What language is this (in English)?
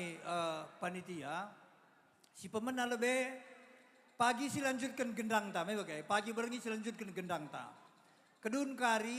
Batak Karo